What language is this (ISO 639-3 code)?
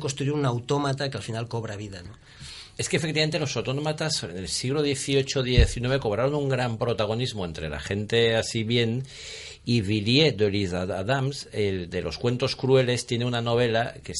spa